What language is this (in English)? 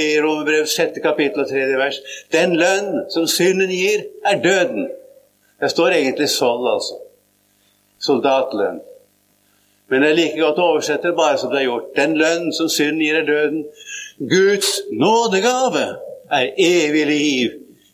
Norwegian